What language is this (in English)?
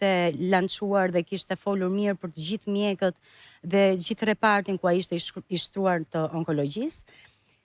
Albanian